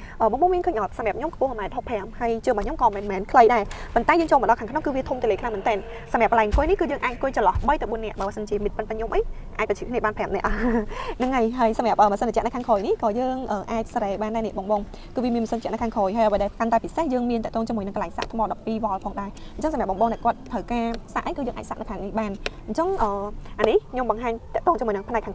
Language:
Khmer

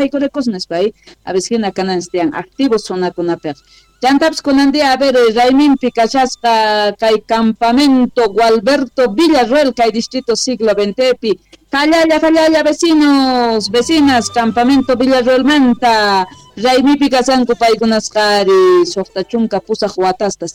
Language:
Quechua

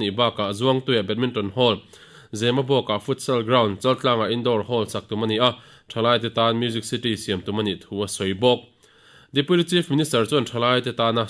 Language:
Mizo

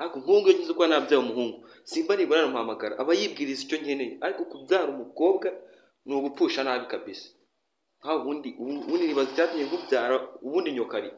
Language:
Kinyarwanda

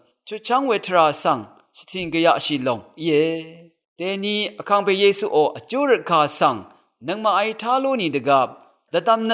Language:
Rawang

